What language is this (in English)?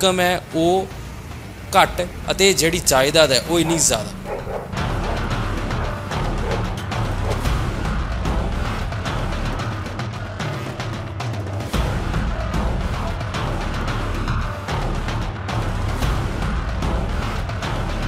Punjabi